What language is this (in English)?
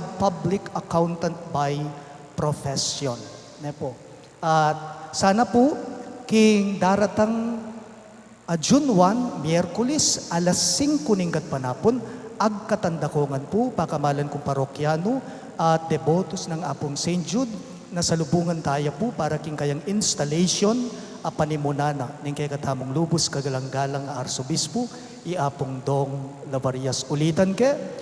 Pampanga